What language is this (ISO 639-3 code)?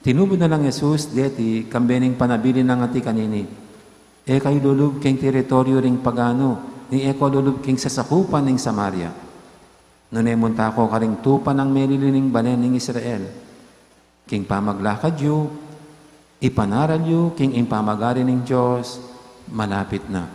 pam